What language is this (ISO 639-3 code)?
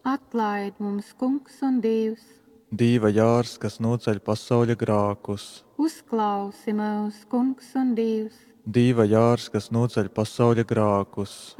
ltg